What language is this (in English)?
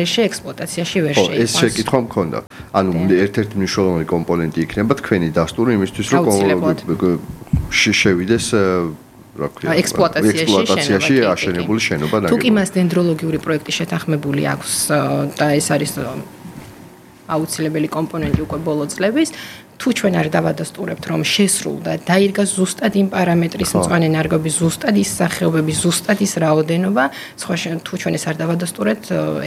Georgian